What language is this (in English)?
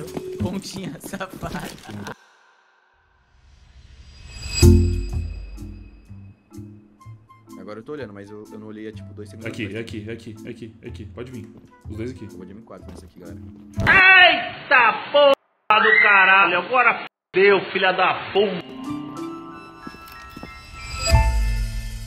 Portuguese